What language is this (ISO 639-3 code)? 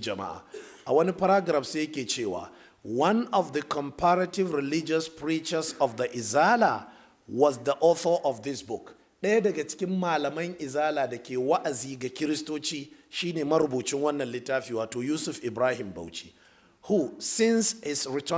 hau